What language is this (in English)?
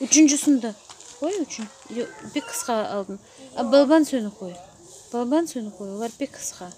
Crimean Tatar